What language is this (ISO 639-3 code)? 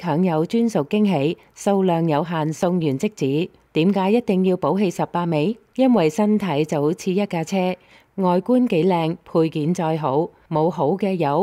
yue